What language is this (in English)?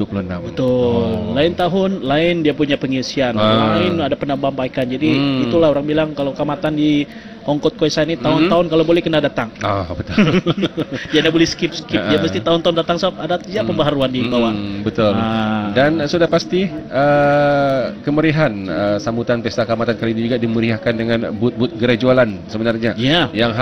Malay